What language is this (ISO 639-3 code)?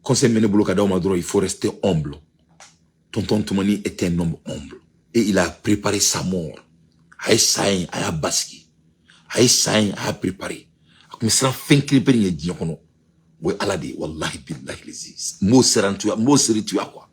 bam